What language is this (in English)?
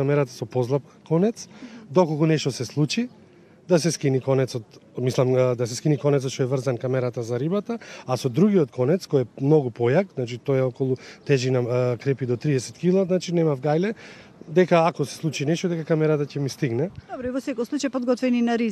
Macedonian